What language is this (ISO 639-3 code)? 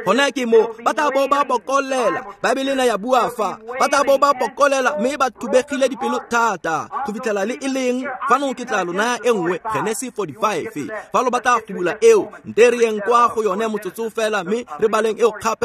tsn